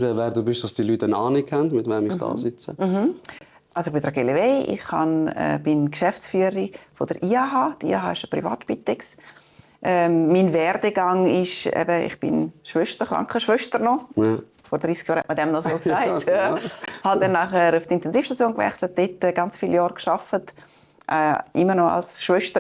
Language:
Swiss German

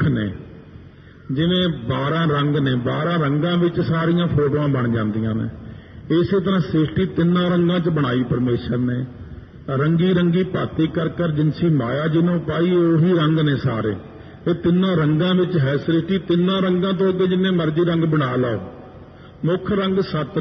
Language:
Punjabi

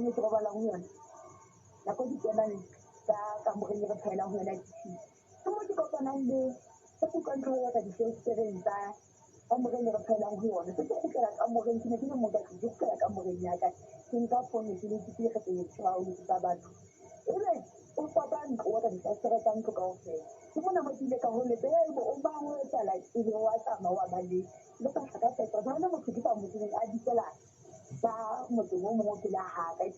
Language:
Southern Sotho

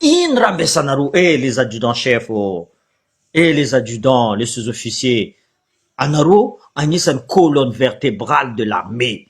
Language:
Malagasy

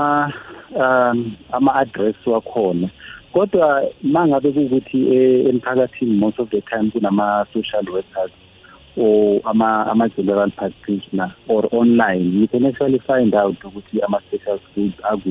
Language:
South Ndebele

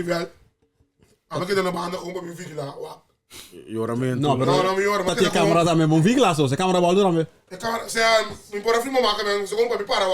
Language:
Papiamento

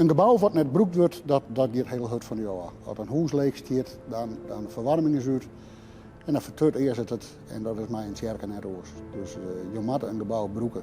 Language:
Western Frisian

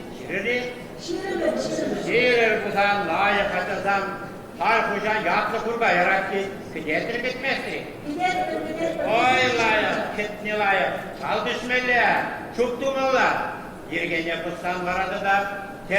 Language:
Chuvash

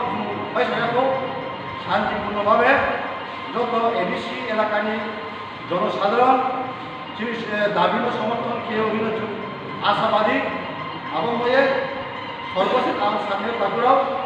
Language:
Riang (India)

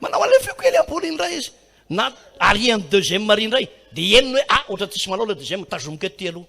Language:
Malagasy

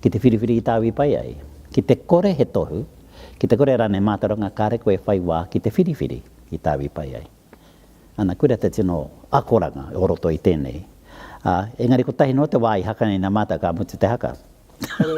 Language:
Māori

